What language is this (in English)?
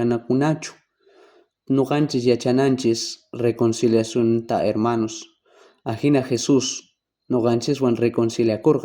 South Bolivian Quechua